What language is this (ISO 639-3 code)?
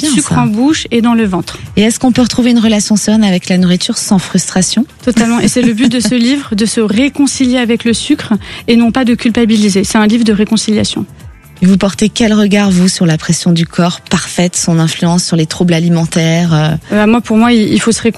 fra